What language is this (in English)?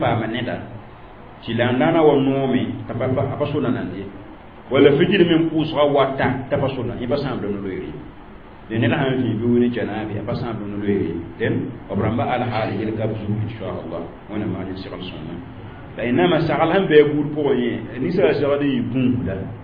Mossi